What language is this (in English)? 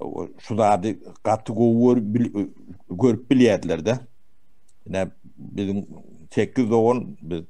Turkmen